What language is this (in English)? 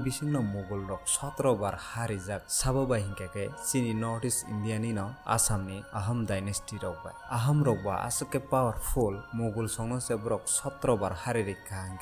Kok Borok